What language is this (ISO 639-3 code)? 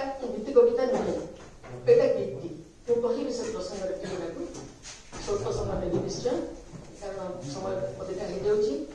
ori